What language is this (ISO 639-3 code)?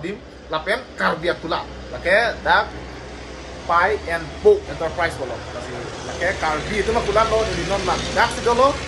mjw